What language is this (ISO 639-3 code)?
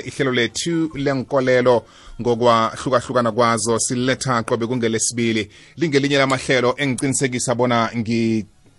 nbl